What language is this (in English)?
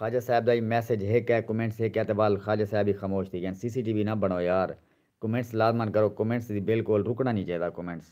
Saraiki